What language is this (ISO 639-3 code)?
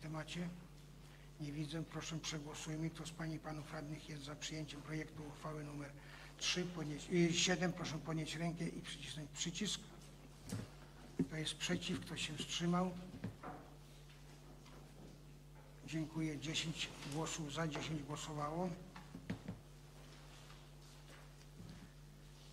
pol